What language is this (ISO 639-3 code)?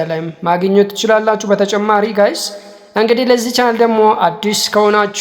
amh